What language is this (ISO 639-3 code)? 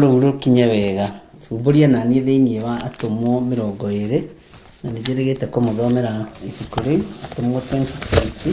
kik